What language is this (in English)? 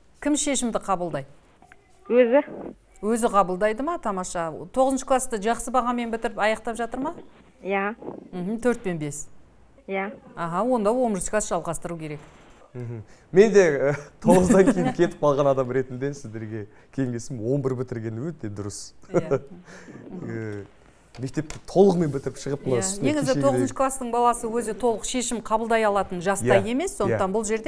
Kazakh